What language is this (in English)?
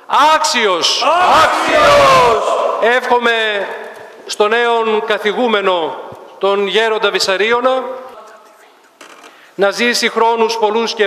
Greek